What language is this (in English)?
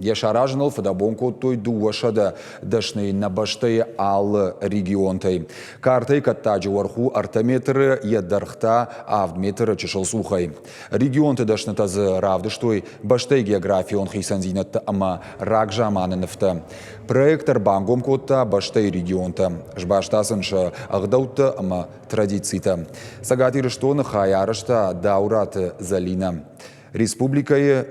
Ossetic